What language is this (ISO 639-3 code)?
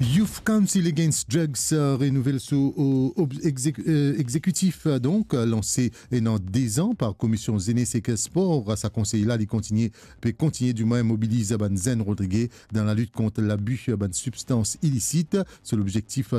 mfe